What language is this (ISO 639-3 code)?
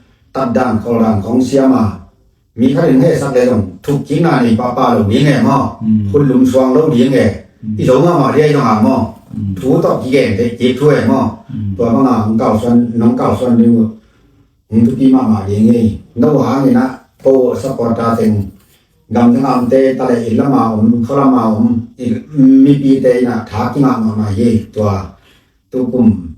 ctd